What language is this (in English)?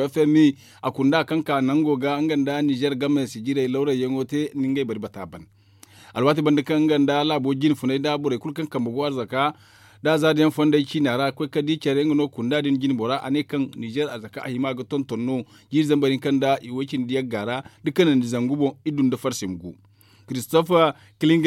Zarma